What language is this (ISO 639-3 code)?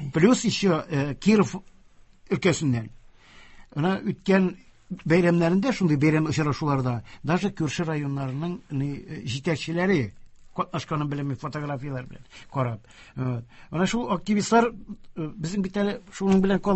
tat